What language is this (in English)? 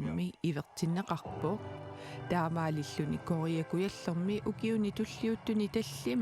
Kalaallisut